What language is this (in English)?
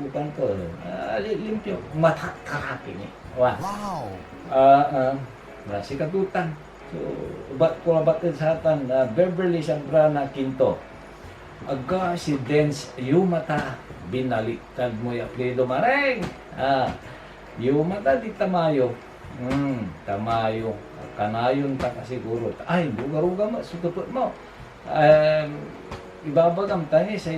Pangasinan